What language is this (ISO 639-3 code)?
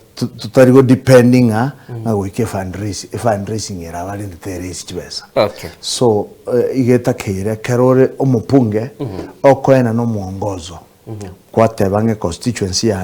guz